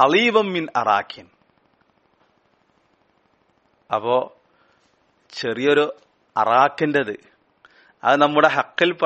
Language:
Malayalam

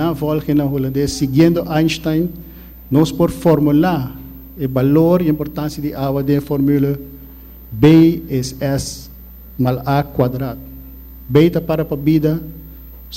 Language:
Papiamento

